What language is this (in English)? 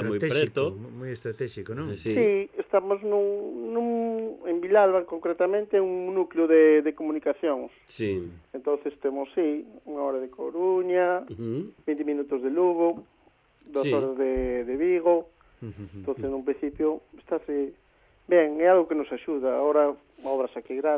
Galician